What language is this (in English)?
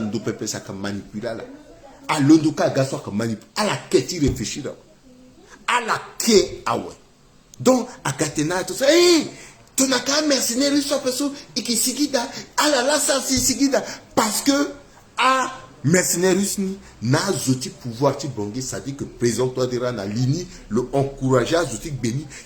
Sango